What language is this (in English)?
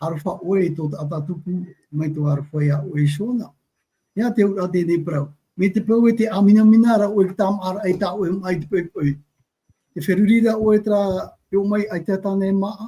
Tahitian